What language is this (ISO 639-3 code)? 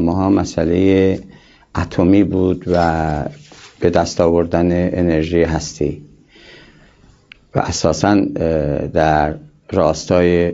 fas